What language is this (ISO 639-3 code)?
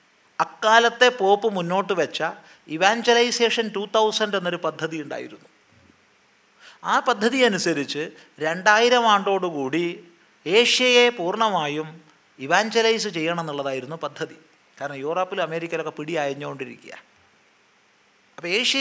mal